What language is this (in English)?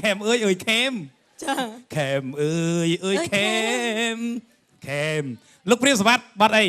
Khmer